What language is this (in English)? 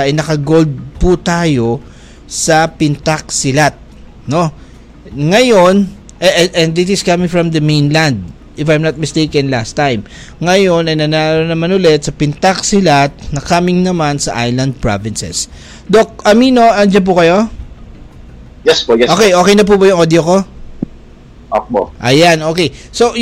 Filipino